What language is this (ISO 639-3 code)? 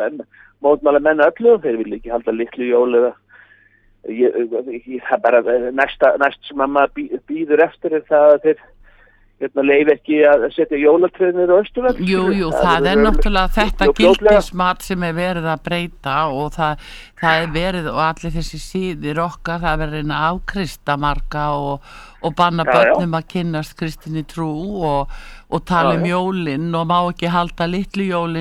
isl